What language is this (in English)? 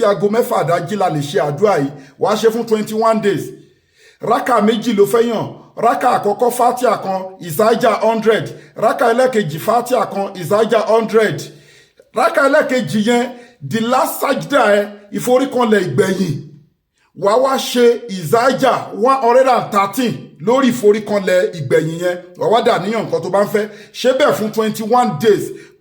Yoruba